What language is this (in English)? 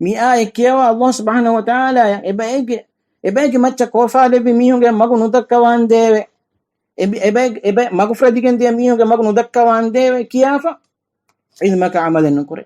Divehi